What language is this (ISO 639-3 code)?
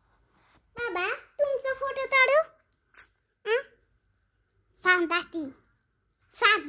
mar